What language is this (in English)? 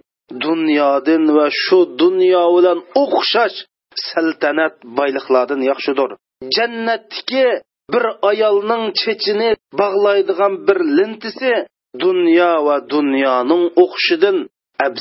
Uyghur